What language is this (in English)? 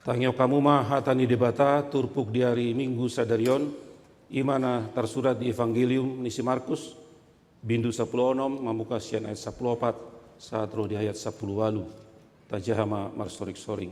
Batak Toba